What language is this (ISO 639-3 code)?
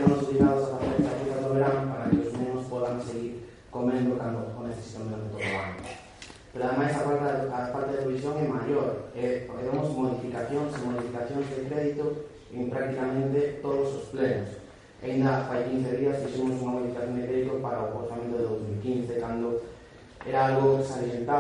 glg